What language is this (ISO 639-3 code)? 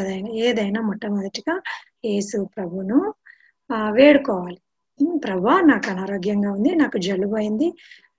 tel